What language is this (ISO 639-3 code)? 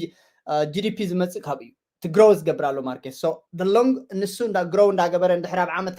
tir